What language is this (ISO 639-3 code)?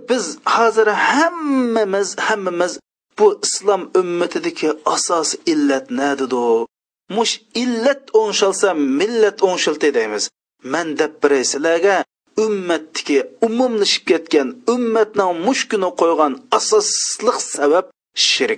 uig